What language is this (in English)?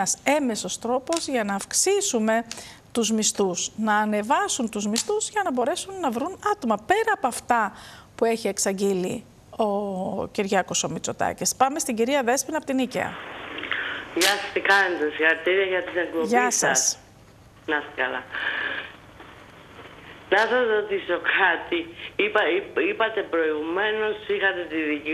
Greek